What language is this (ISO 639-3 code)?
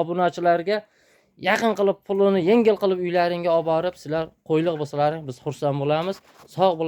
uzb